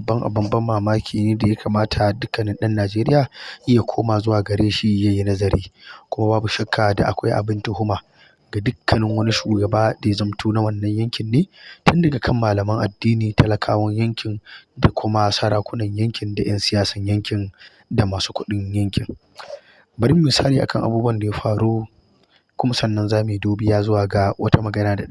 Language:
Hausa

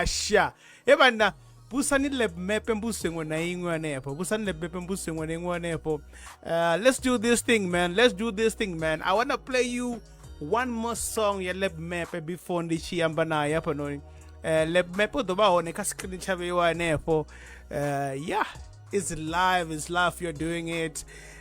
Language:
Venda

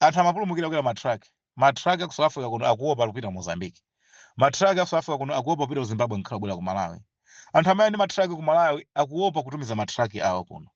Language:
Nyanja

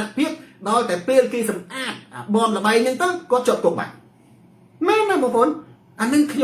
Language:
Khmer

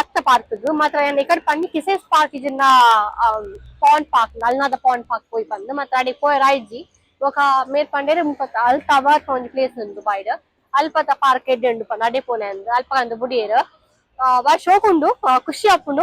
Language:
Tulu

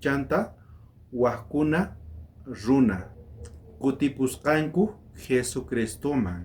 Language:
South Bolivian Quechua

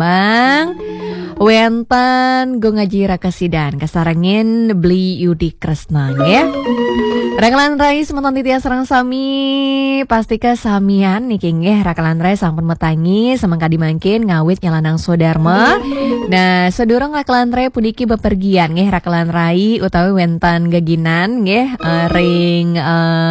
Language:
Balinese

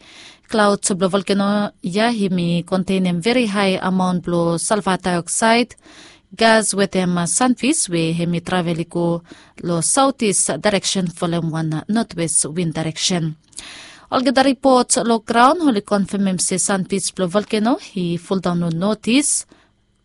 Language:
Bislama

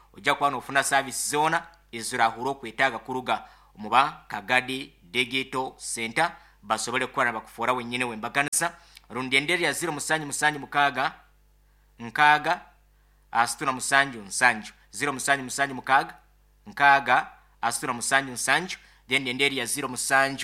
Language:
Nyankole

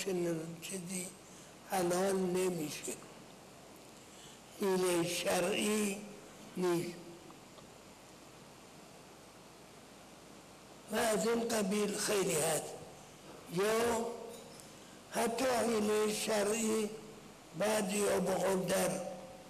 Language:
Persian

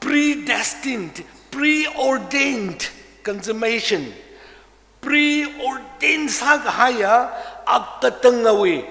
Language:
Tangkhul Naga (India)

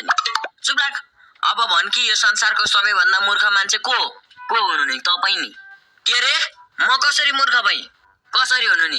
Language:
Nepali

